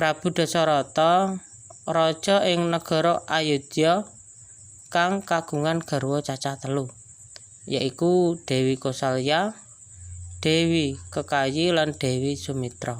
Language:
Javanese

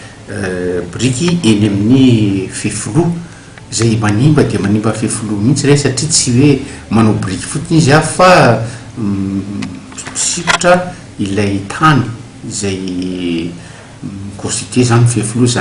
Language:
Malagasy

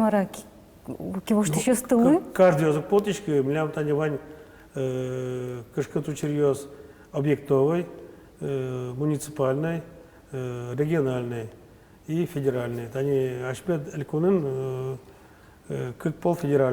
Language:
Udmurt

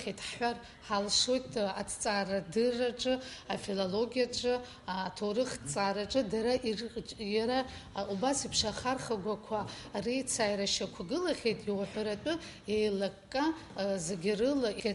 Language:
Abkhazian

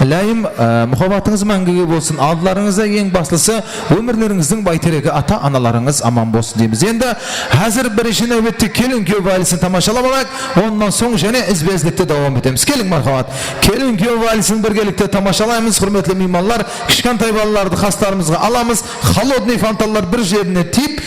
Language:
Kara-Kalpak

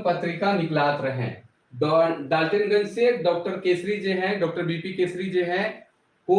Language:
Sadri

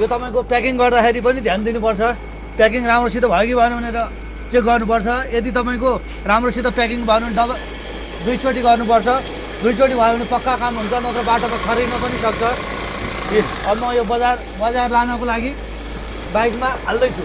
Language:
Nepali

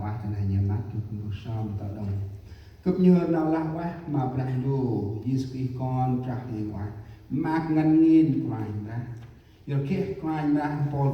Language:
Central Mnong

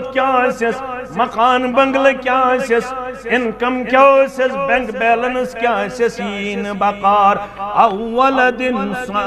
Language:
Kashmiri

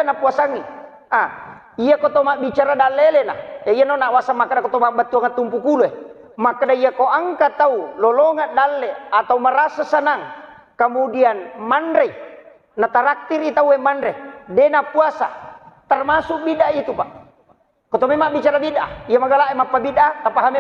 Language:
Buginese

